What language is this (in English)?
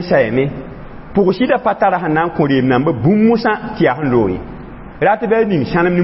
Mossi